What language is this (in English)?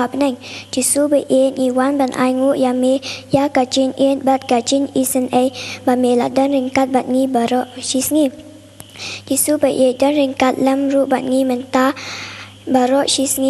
Khasi